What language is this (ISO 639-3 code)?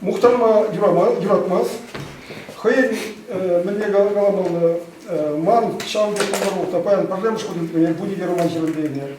chv